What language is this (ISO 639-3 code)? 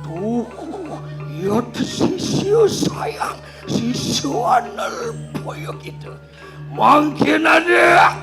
ban